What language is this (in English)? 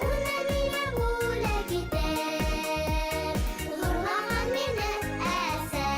Bashkir